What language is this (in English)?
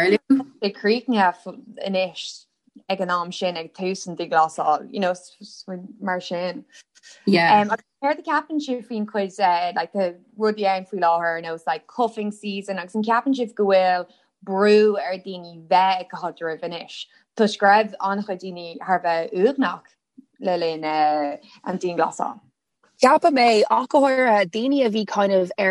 Irish